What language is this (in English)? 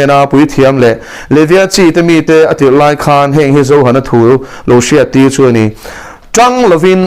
Mizo